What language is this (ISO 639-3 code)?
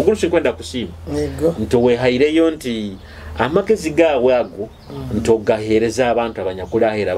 nyo